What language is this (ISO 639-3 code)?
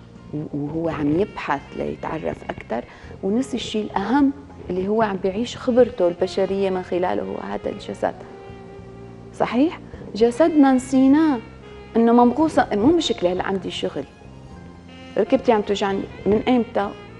apc